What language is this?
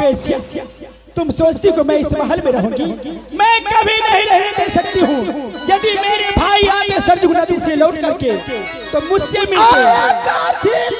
Angika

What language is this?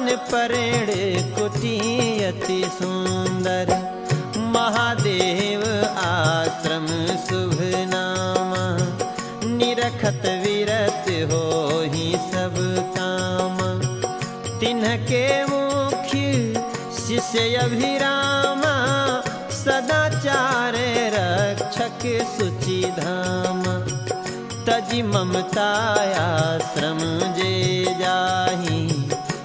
Hindi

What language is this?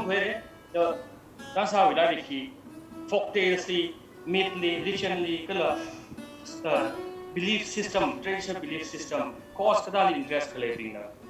Tangkhul Naga (India)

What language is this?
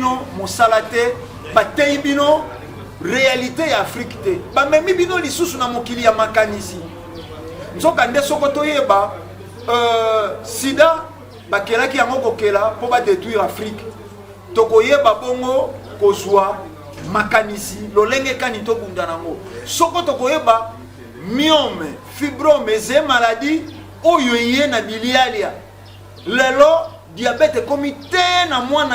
Lingala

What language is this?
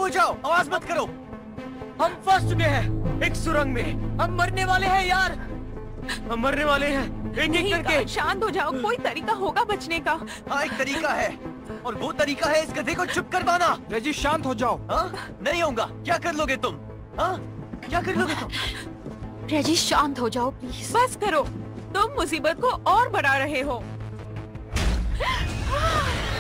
Hindi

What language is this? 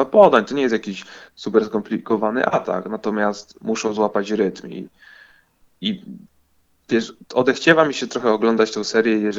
Polish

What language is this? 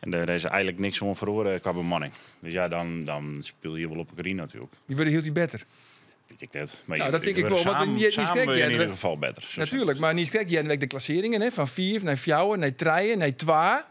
Western Frisian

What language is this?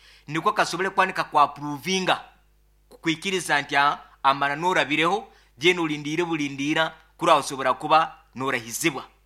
Nyoro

